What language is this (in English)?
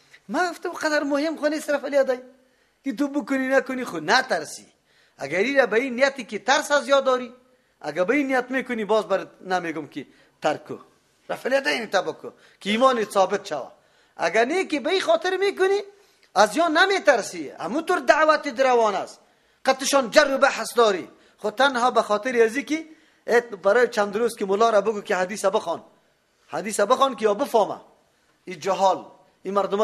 Persian